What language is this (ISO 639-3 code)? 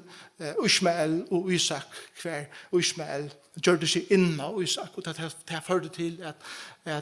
fao